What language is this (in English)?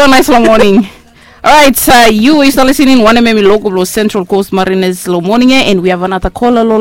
Bislama